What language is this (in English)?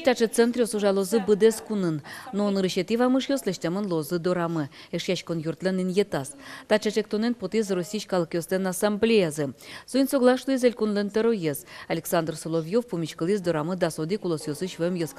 Udmurt